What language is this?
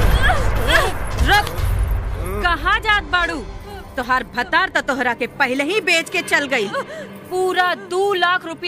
Bhojpuri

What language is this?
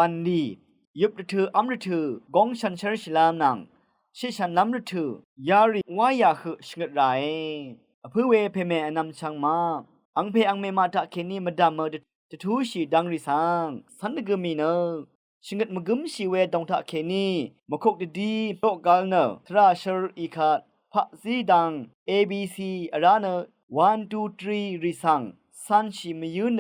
Rawang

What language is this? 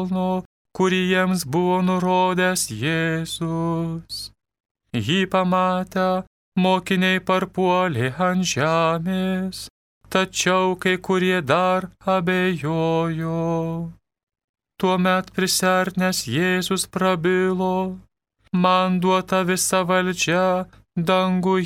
Lithuanian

